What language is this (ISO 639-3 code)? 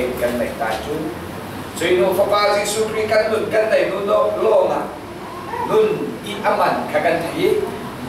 cfm